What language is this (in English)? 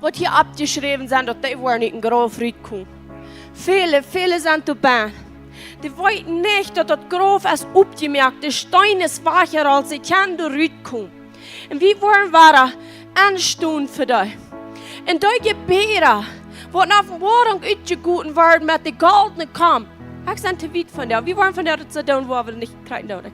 Plautdietsch